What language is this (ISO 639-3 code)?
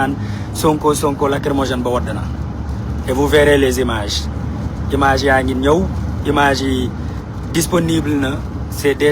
wol